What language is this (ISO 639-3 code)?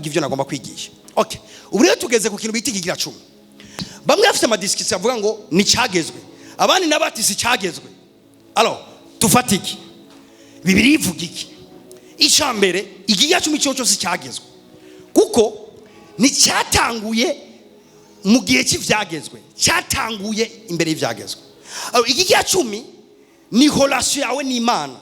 run